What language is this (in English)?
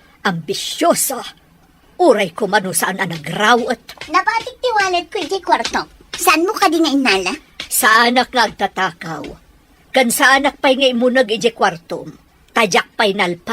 Iloko